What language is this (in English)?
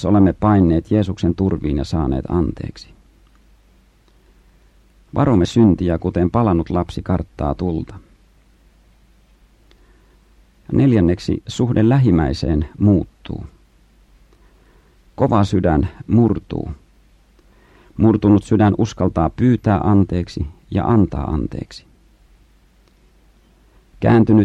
Finnish